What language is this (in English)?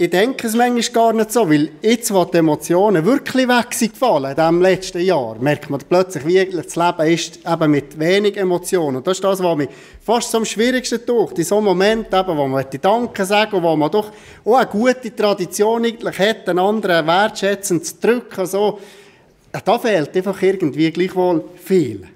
Swiss German